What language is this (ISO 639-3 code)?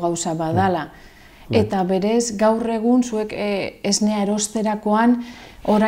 eus